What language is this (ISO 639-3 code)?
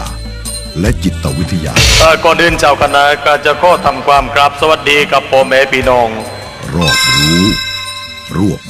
tha